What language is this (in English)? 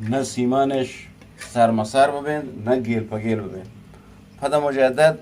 Eastern Balochi